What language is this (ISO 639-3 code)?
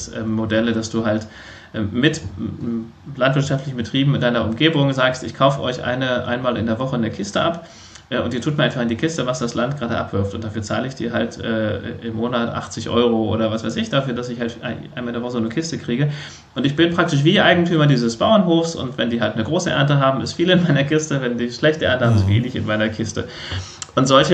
deu